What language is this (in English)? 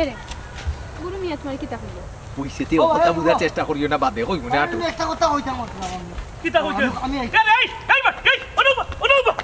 Sylheti